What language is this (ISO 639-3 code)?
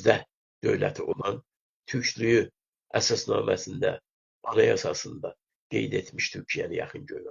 azb